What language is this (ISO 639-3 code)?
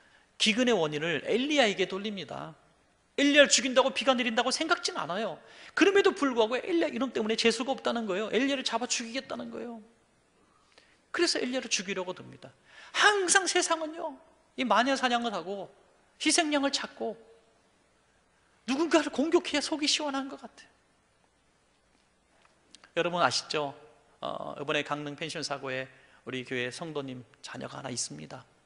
kor